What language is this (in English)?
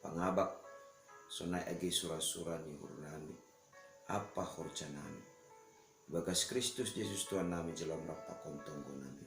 Batak Simalungun